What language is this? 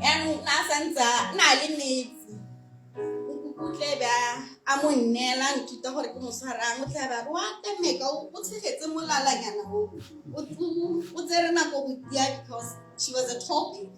Tswana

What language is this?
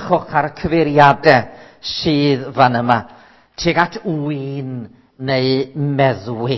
Welsh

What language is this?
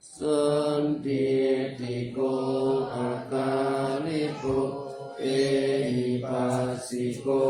Pali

